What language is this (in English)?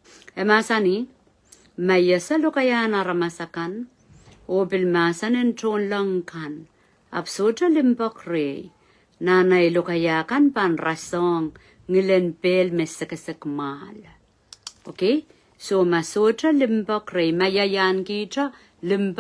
Pohnpeian